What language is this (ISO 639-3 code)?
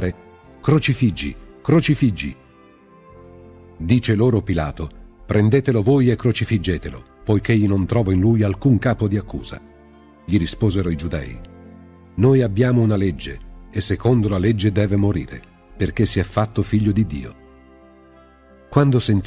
ita